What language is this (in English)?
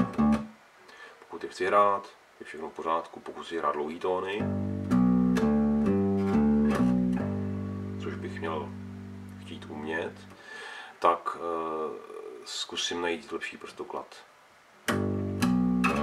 Czech